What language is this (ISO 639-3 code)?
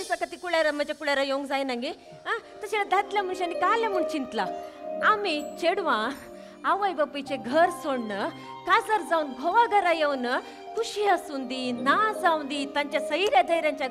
kok